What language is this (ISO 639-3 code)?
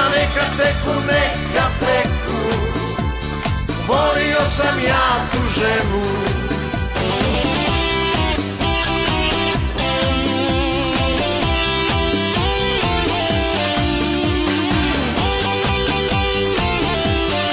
hrv